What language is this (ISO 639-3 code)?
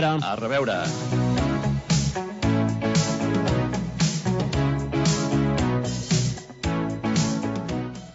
cat